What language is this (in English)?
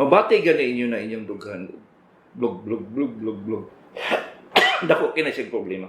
Cebuano